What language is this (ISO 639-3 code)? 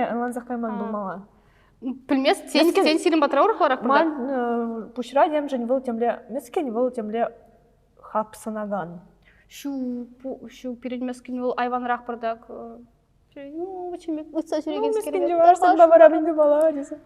chv